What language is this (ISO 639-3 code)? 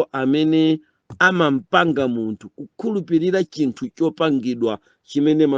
nya